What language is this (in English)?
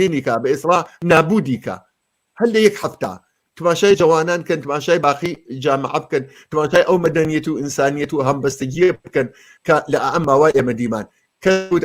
Central Kurdish